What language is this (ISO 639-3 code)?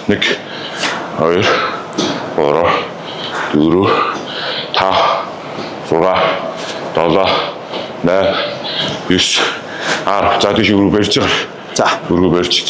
mon